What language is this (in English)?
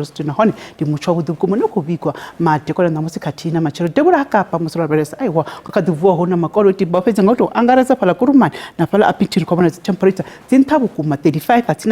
Venda